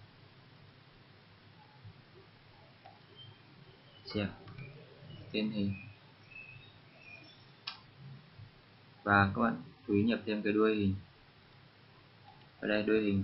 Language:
Vietnamese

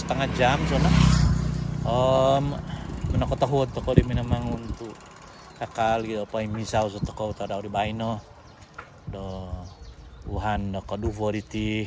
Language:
Central Dusun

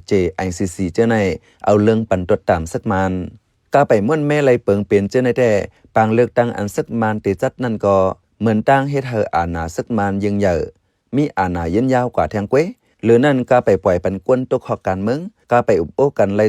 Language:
Shan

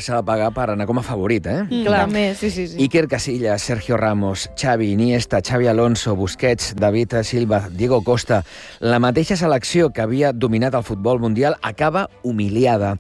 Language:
Catalan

